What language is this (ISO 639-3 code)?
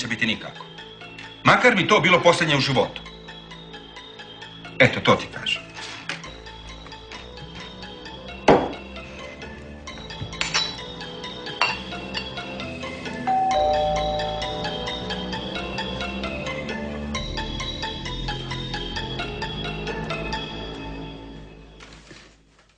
hrv